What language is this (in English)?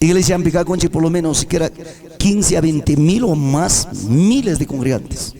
Ayacucho Quechua